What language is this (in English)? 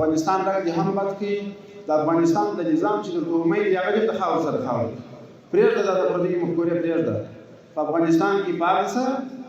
Pashto